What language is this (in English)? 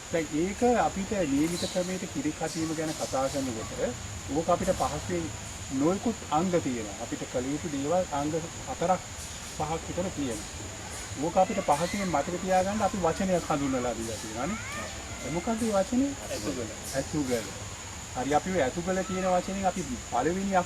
Sinhala